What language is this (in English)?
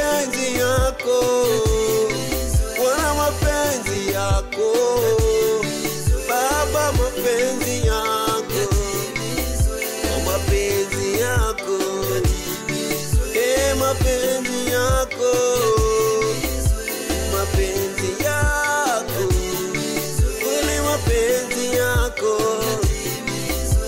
Swahili